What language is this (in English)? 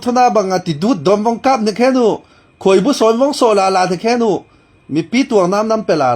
Falam Chin